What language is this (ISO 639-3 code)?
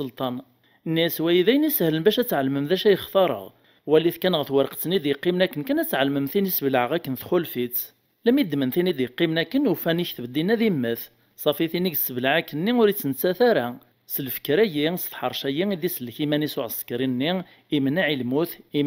kab